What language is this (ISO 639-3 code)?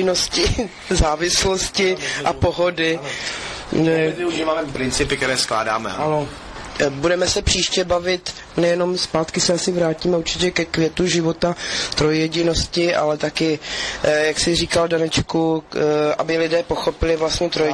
ces